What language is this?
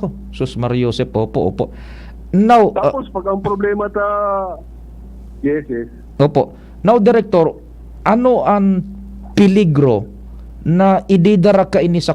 Bikol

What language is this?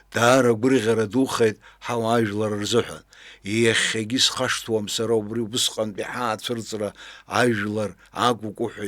Abkhazian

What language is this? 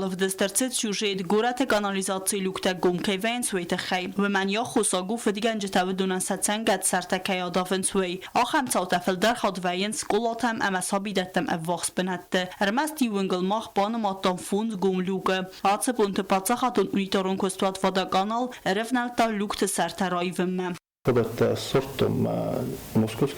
Ossetic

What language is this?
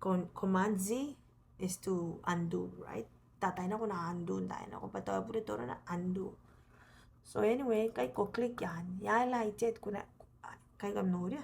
Gilbertese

